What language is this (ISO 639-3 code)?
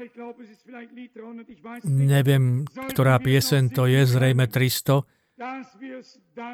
slk